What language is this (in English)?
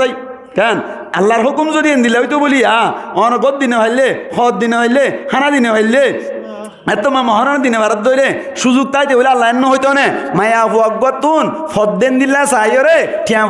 Rohingya